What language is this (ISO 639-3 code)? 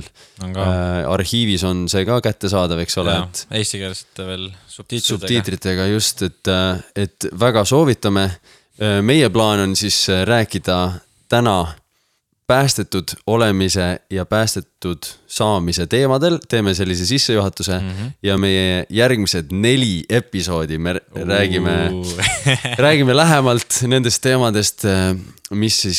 est